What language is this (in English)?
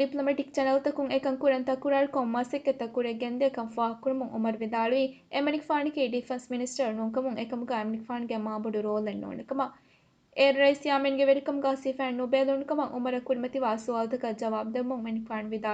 Divehi